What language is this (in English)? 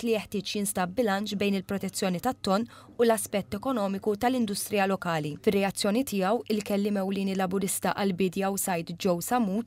Maltese